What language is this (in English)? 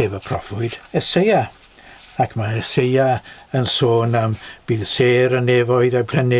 Welsh